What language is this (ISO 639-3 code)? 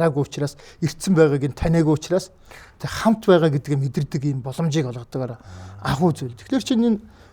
mon